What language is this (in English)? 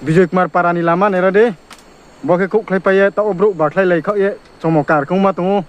Riang (India)